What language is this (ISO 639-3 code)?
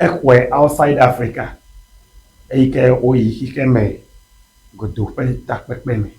ewe